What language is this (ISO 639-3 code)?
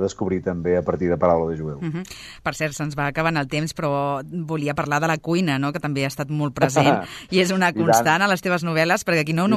cat